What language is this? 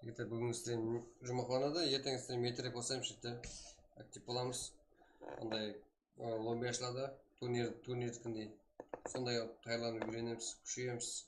Kara-Kalpak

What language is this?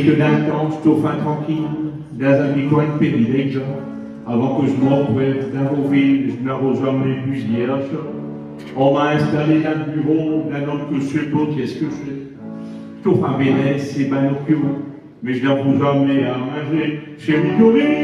Picard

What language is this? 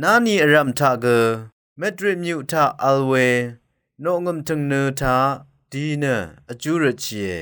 Rawang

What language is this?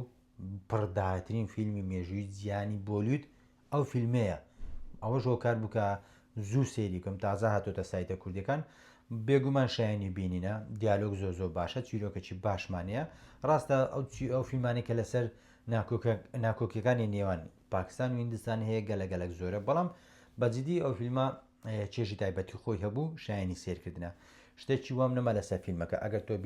Central Kurdish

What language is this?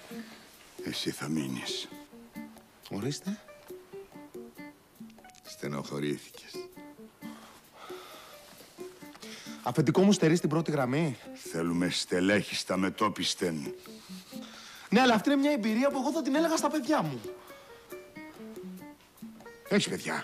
Greek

